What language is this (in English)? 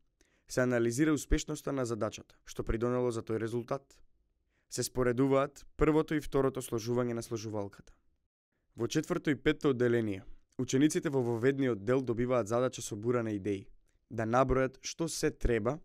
Macedonian